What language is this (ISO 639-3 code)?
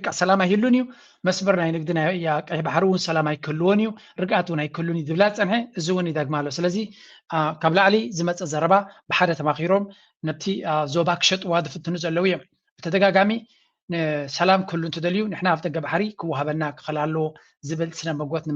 tir